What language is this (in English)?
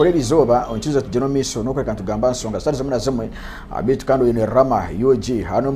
Nyankole